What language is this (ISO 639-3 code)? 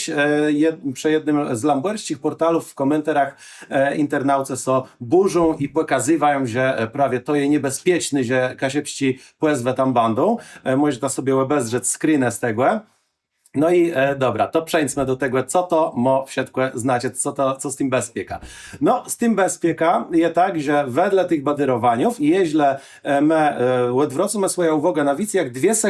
csb